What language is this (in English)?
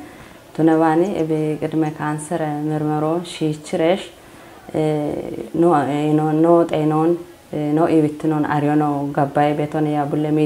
Kafa